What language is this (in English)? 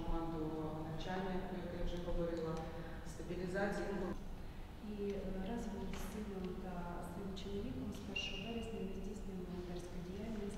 Ukrainian